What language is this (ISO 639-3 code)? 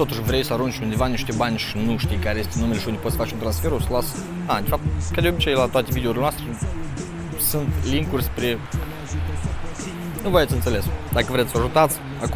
ron